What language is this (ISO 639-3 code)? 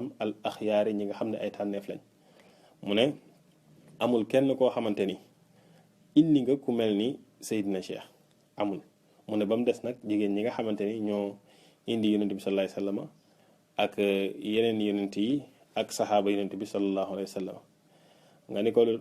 wol